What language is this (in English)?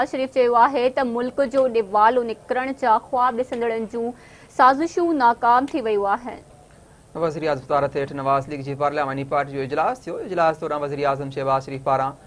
Sindhi